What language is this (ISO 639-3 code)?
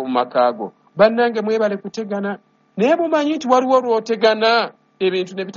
lug